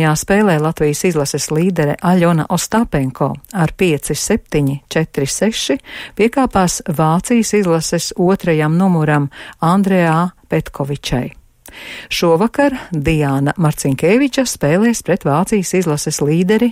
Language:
Latvian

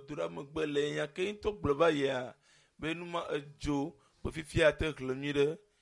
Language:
Ewe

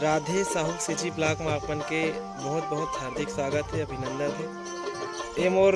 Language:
Chhattisgarhi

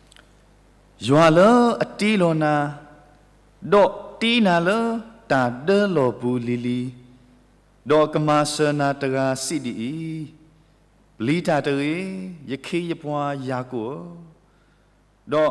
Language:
S'gaw Karen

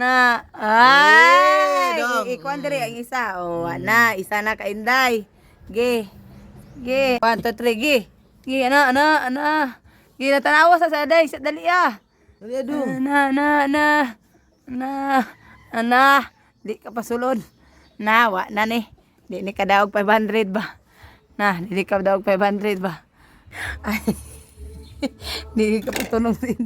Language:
Cebuano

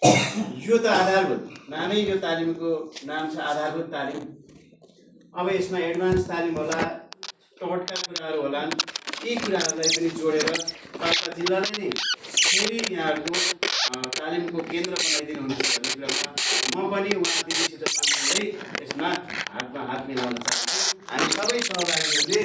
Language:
Nepali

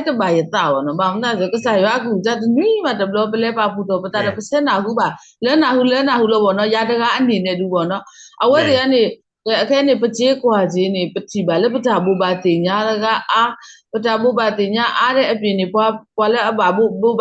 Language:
S'gaw Karen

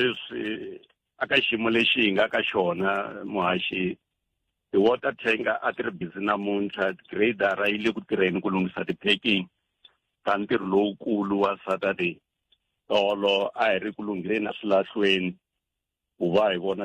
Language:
Tsonga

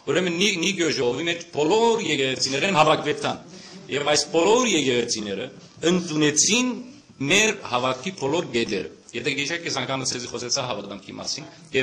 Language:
Western Armenian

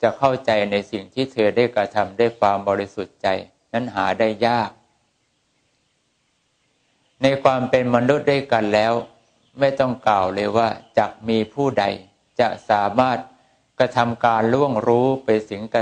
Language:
Thai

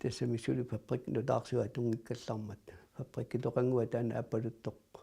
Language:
Kalaallisut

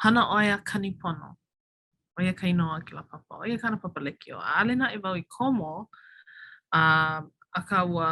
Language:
Hawaiian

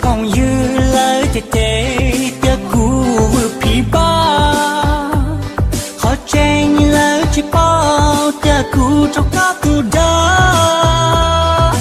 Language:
Hmong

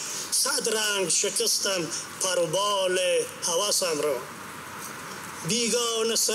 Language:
Persian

